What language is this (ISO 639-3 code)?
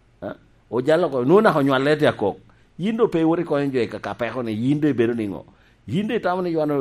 laj